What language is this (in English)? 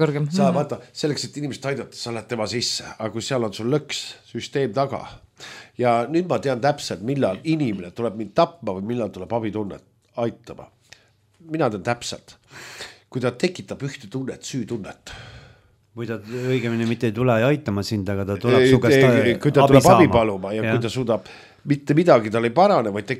Estonian